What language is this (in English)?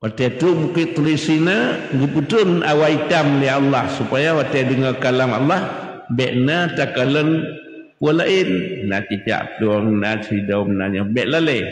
Achinese